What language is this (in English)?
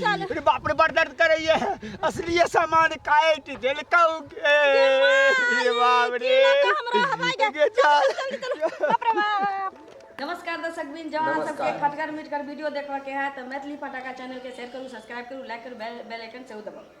Maithili